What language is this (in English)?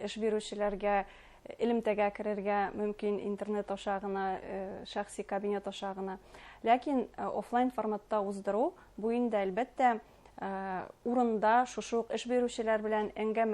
Bashkir